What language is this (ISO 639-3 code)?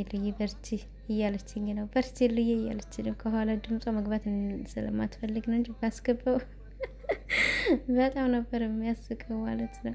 amh